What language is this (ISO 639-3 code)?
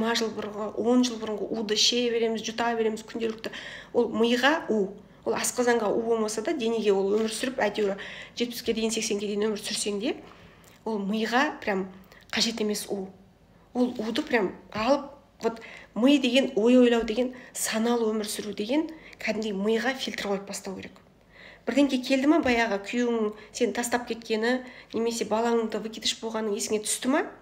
kaz